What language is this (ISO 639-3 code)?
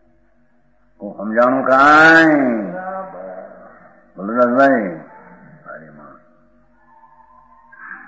guj